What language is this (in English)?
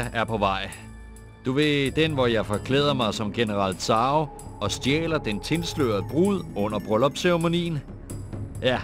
Danish